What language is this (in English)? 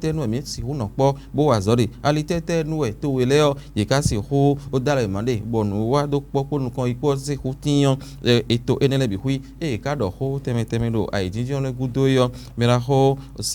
Fon